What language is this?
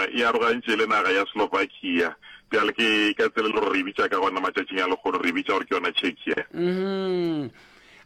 Northern Sotho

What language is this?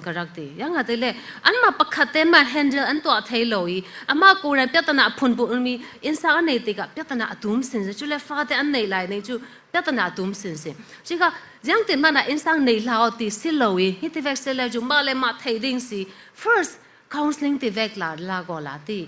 Falam Chin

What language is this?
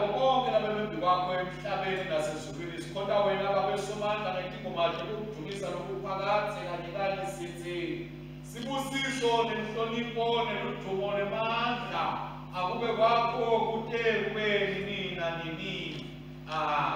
Swati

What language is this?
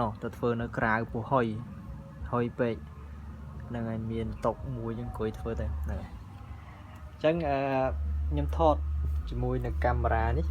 Khmer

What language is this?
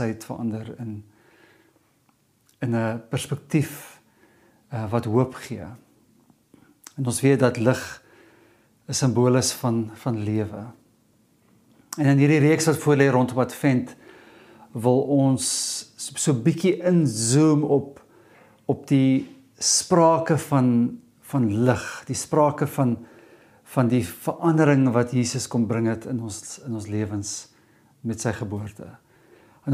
Afrikaans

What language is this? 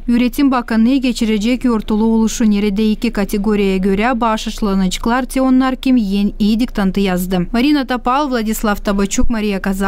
Gagauz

